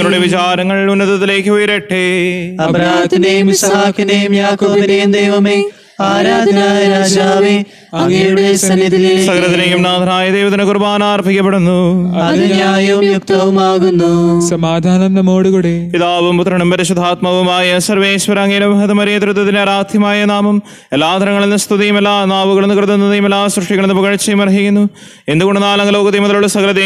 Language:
Malayalam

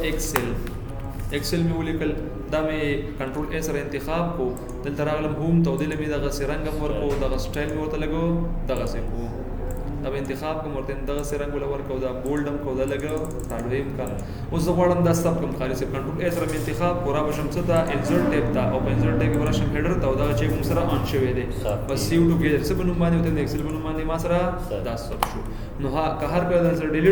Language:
Pashto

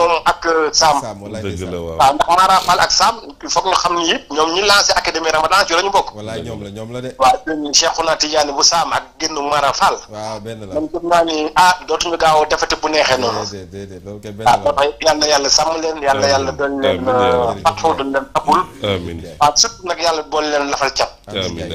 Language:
Wolof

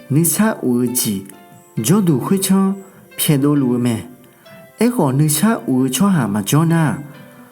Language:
Akha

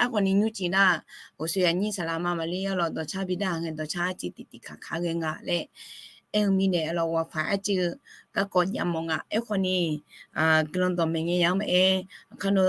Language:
Akha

